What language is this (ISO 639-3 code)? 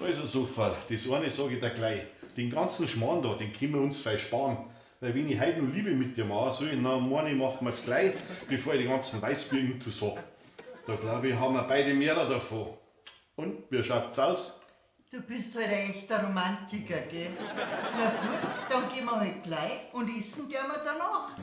bar